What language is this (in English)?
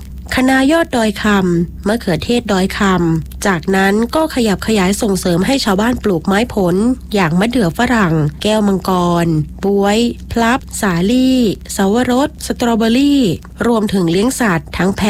Thai